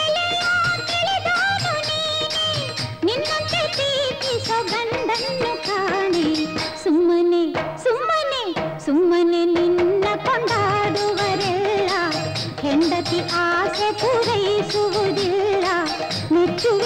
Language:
Kannada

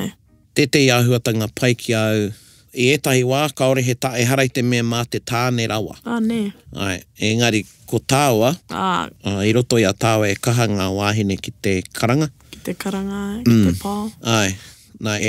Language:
Māori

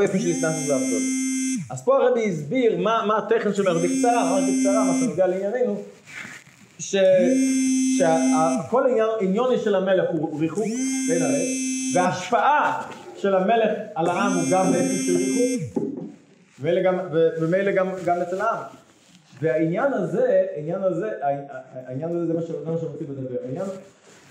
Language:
Hebrew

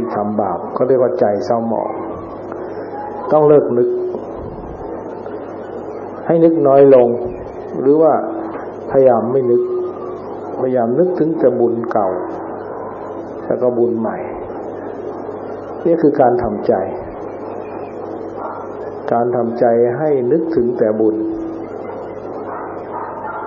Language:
Thai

